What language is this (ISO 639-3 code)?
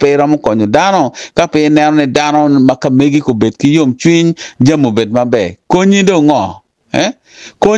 ach